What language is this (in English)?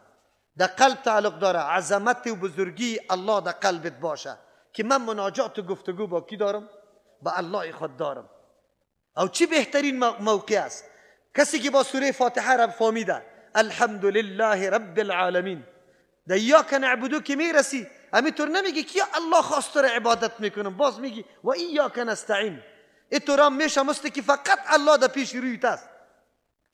Persian